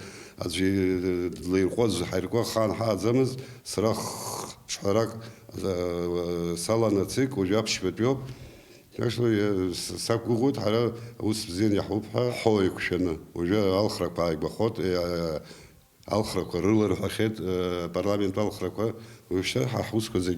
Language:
Abkhazian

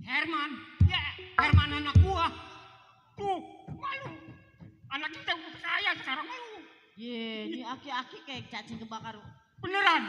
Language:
Betawi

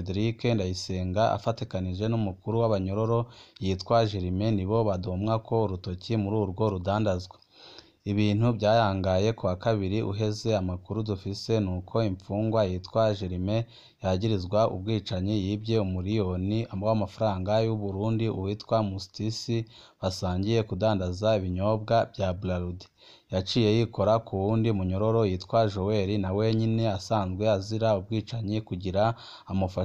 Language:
Rundi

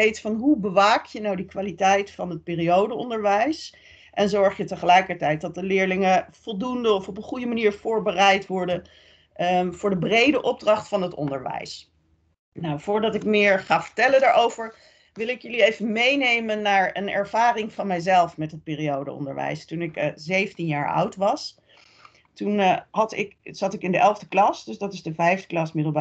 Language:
Dutch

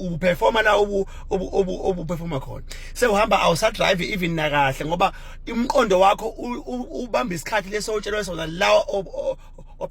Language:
Zulu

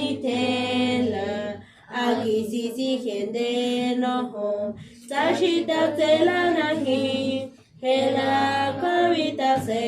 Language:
San Jerónimo Tecóatl Mazatec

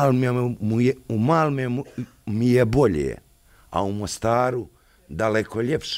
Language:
Bosnian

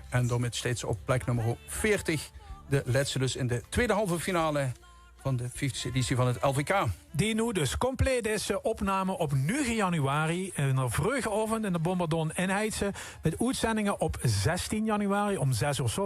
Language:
Limburgish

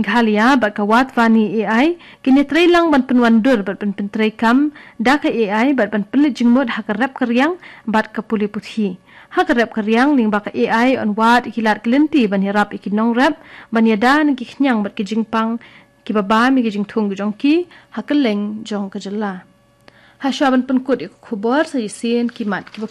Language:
Khasi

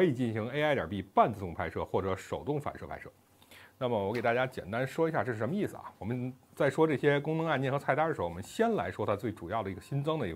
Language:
Chinese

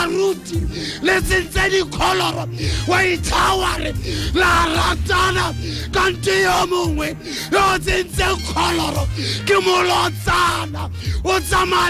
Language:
Tswana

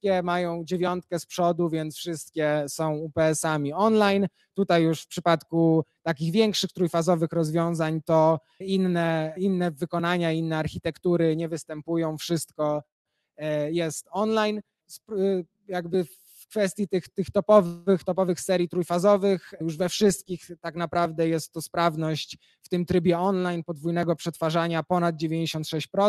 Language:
Polish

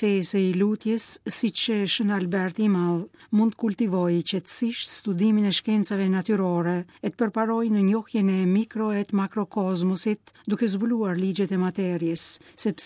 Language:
Albanian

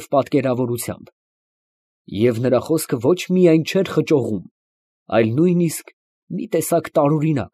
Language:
Armenian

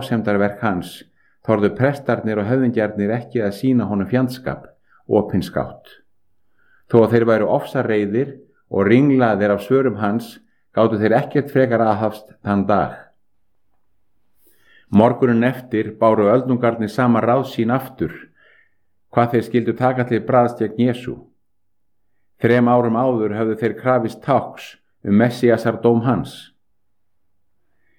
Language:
Icelandic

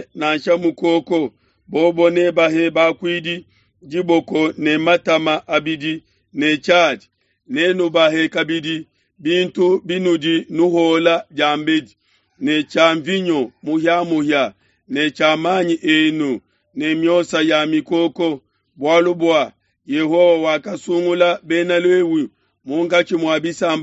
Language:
Luba-Lulua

